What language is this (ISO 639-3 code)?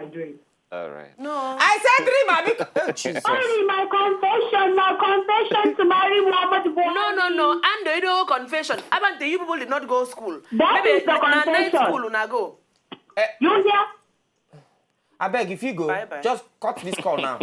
pcm